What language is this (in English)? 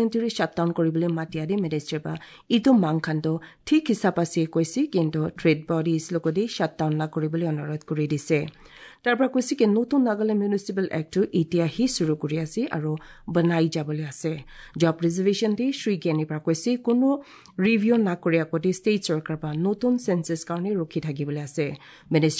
Assamese